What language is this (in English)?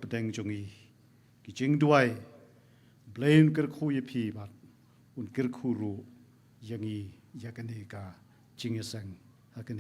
Khasi